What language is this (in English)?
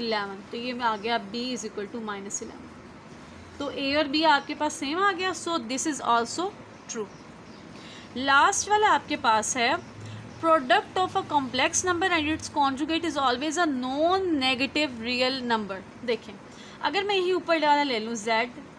Hindi